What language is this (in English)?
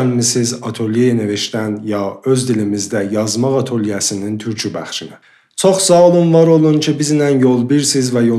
South Azerbaijani